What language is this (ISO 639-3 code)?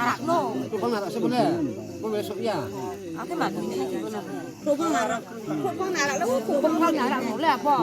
ria